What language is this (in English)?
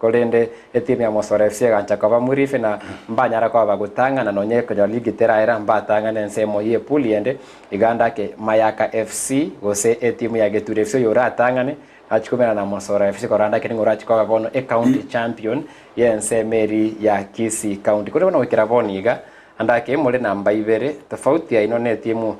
Gusii